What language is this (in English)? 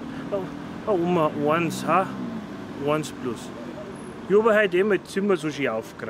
Bavarian